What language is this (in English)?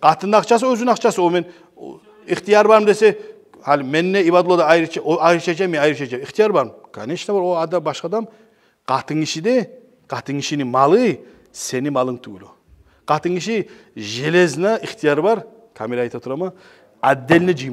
Kumyk